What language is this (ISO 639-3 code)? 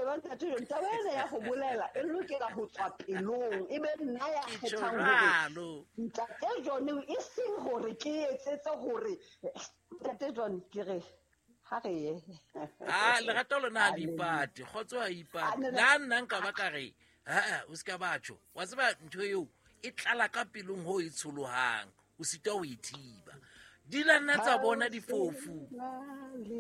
sot